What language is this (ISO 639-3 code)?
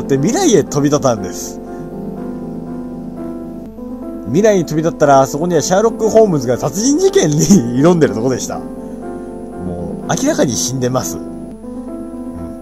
jpn